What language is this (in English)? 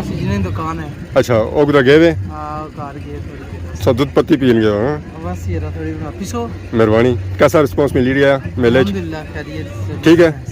Pahari-Potwari